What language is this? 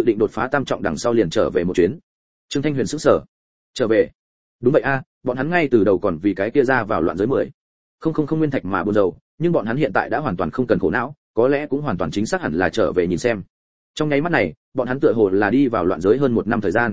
Vietnamese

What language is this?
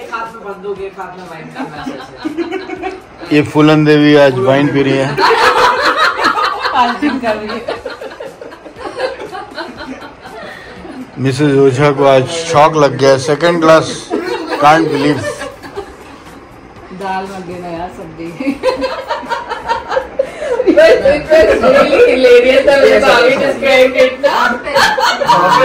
Hindi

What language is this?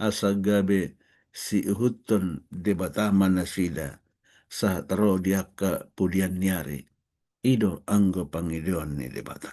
Batak Toba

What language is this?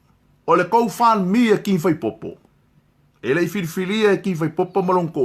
Samoan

